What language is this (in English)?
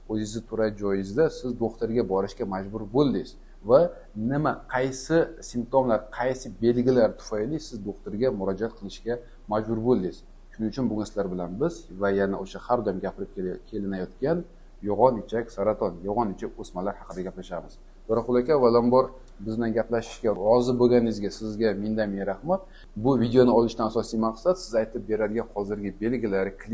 Uzbek